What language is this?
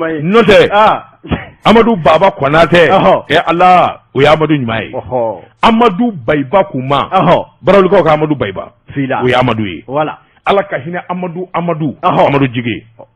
Bambara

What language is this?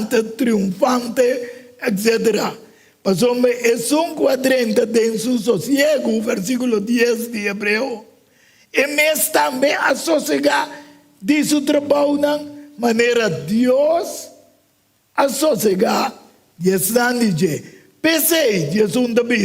Papiamento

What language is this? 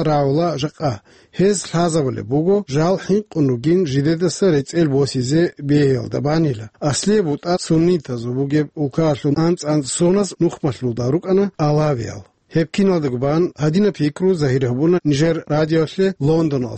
Avaric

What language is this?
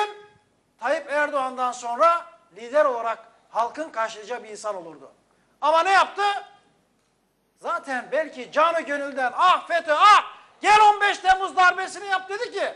Turkish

